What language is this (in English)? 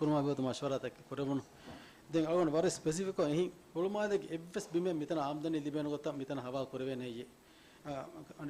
Divehi